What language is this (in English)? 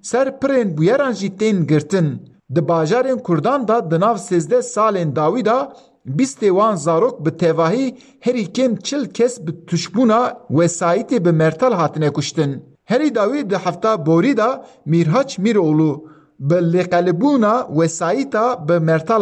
Kurdish